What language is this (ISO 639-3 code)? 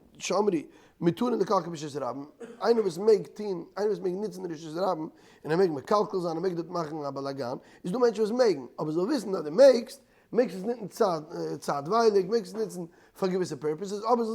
yid